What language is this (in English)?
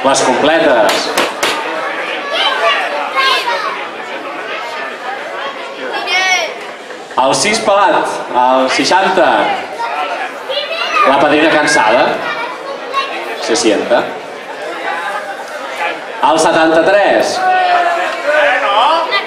Catalan